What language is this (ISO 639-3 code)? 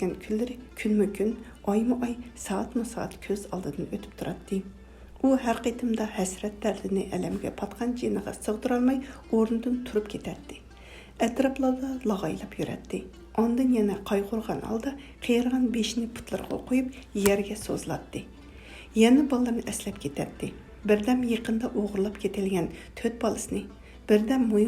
uig